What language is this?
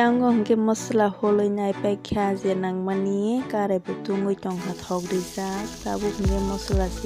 Kok Borok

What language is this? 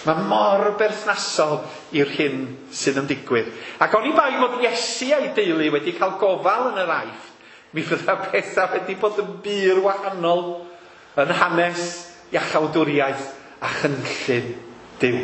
Welsh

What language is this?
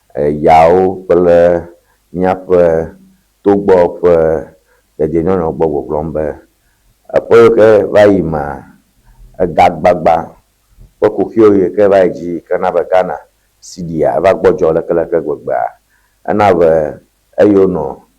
Ewe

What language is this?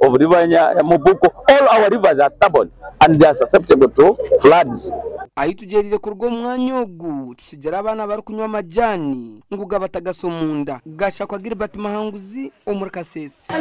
Nyankole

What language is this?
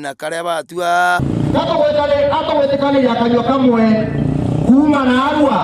Meru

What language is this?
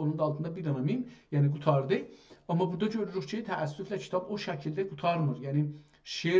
South Azerbaijani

